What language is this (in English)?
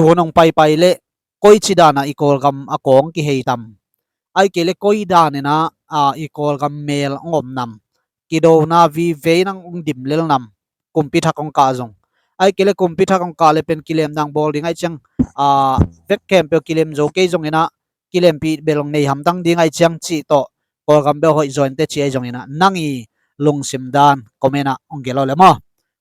Tedim Chin